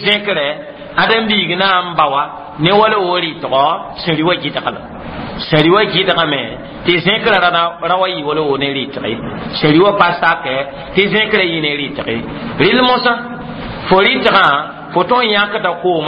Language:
Mossi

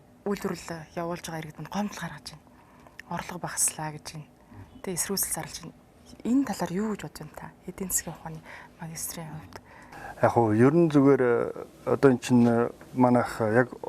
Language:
Mongolian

